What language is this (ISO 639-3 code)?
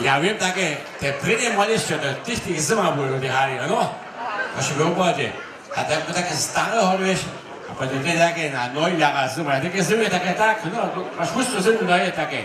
hsb